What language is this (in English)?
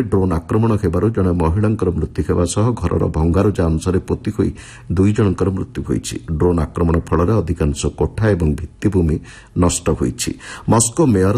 Odia